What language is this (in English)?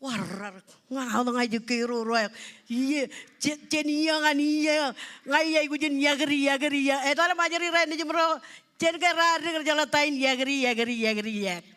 Marshallese